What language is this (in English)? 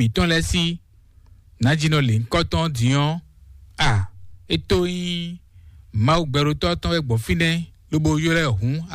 Fon